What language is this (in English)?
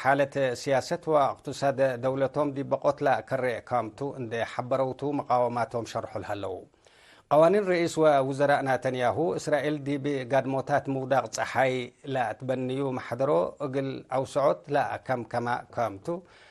Tigre